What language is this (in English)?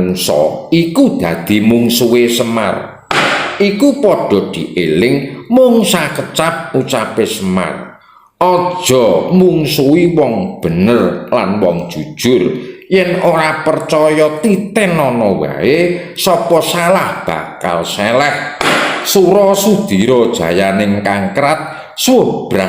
Javanese